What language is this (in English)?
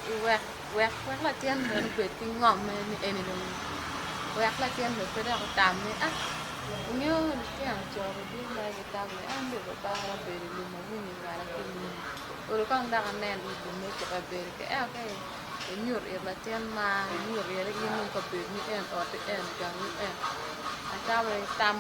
Acoli